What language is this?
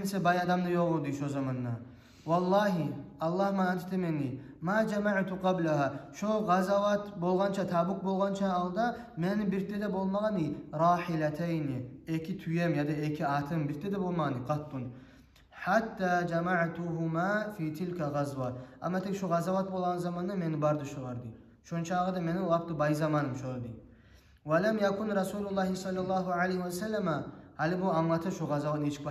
Kumyk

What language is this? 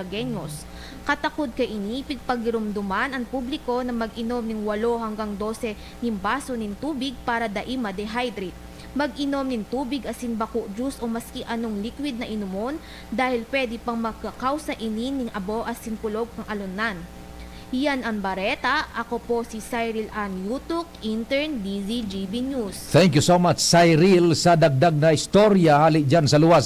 Bikol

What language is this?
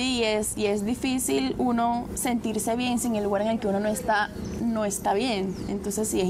Spanish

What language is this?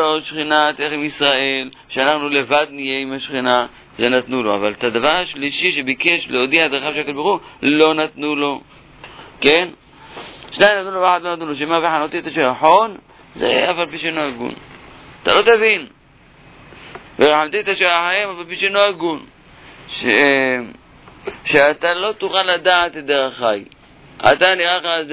Hebrew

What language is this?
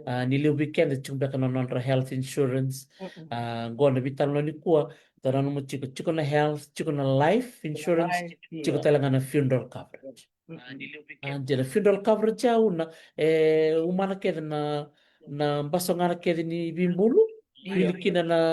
Fijian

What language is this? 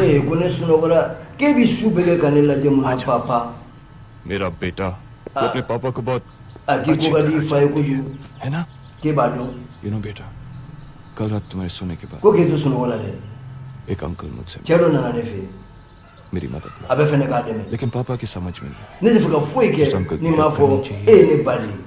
Bambara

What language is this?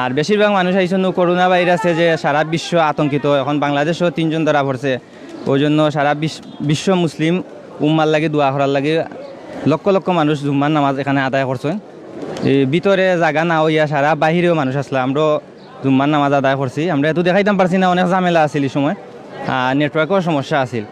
Sylheti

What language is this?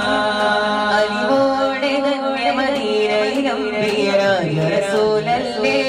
Malayalam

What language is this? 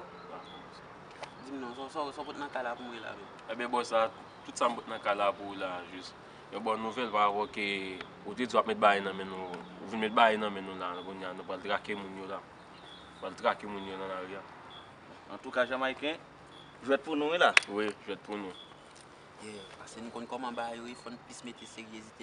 Haitian Creole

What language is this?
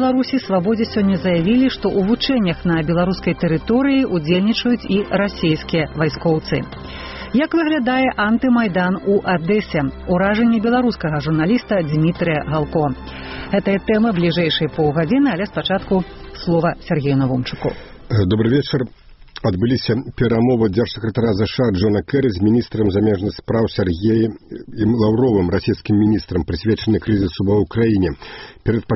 Belarusian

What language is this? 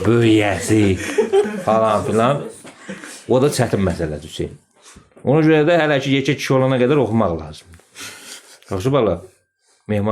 Azerbaijani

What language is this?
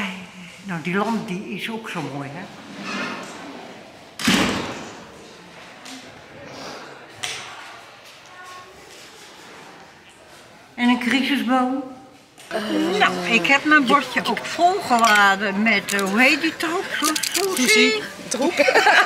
Dutch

